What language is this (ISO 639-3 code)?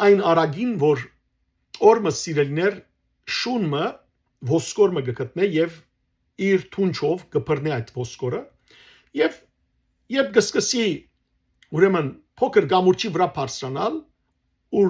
hyw